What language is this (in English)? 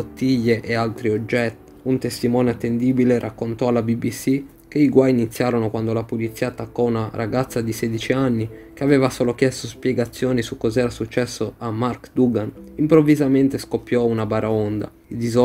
Italian